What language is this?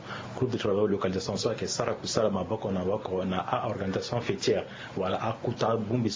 Sango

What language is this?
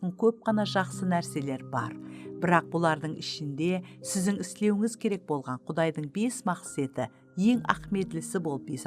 Kara-Kalpak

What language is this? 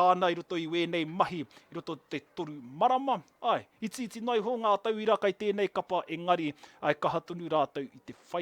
Māori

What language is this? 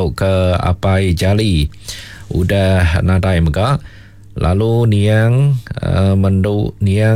Iban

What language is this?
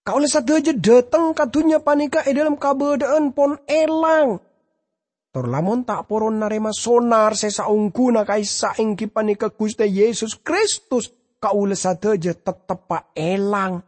Madurese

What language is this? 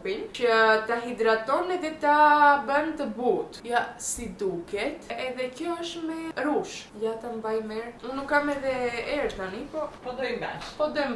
Albanian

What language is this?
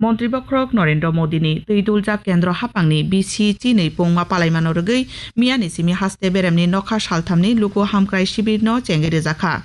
Kok Borok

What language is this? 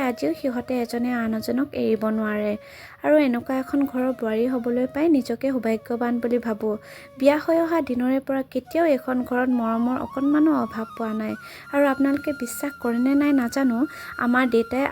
Assamese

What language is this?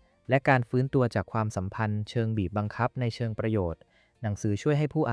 Thai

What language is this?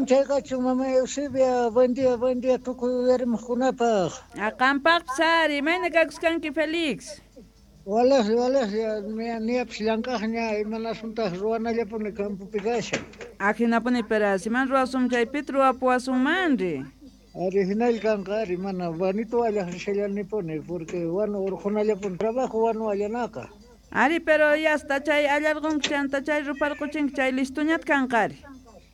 South Bolivian Quechua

